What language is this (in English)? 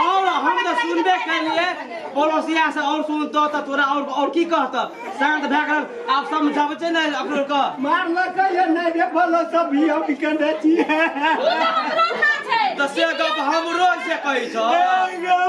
Maithili